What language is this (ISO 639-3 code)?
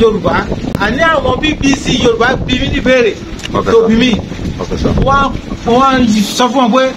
yor